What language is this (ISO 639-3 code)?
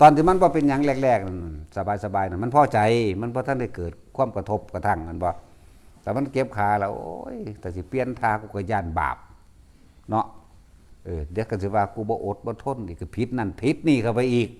lao